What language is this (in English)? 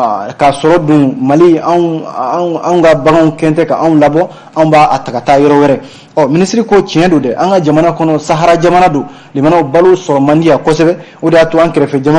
Bambara